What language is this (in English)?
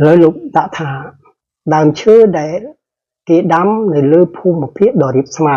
Khmer